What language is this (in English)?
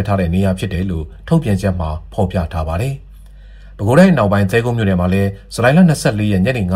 Burmese